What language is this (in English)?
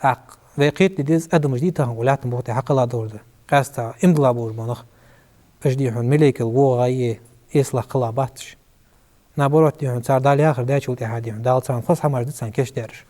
Ingush